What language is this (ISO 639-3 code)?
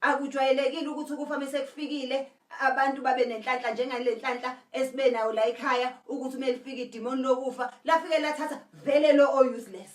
zul